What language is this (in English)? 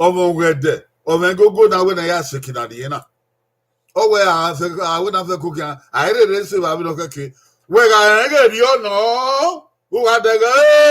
Bini